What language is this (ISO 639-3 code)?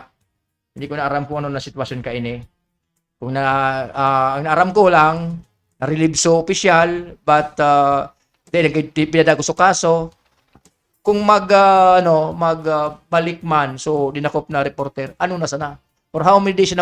bik